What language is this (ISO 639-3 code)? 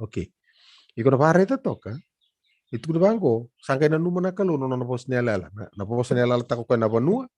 fij